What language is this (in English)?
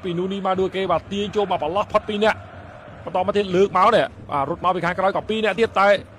Khmer